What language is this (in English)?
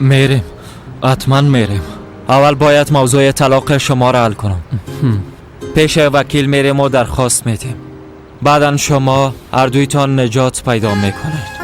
Persian